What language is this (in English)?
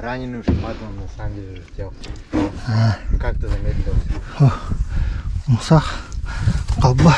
Yakut